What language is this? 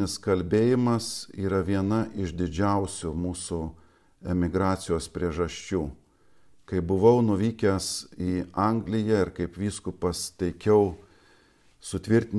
Lithuanian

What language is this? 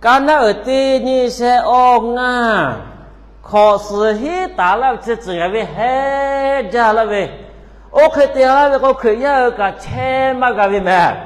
Lahu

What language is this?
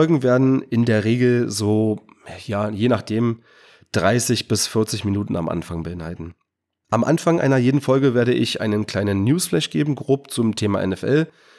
German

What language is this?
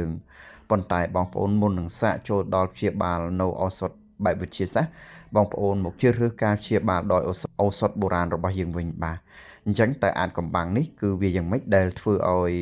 Khmer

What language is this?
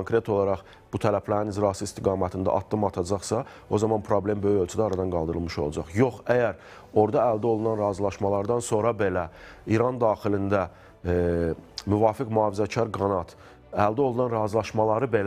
Azerbaijani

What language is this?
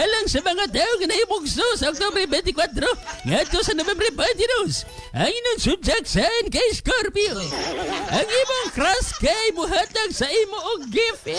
Cebuano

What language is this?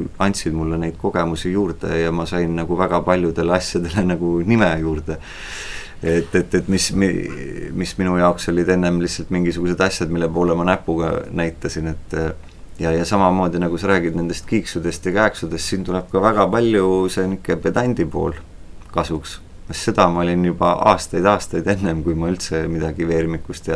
Estonian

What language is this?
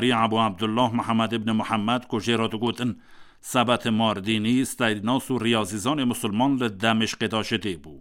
Kurdish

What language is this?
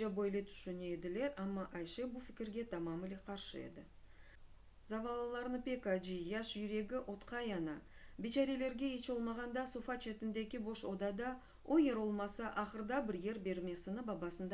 Crimean Tatar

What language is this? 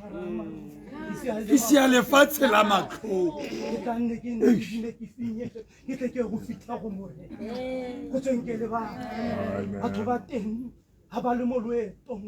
Tswana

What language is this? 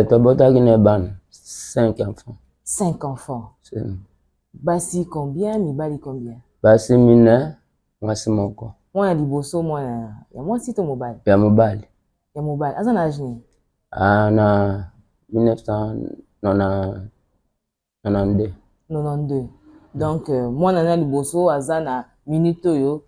Lingala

